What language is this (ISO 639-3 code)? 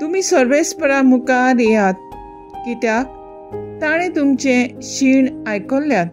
kok